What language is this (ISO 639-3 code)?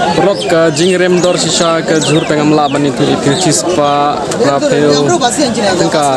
kha